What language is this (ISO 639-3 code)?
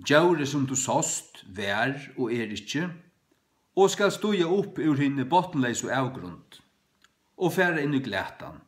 fao